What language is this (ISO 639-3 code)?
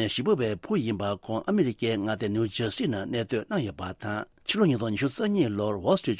bod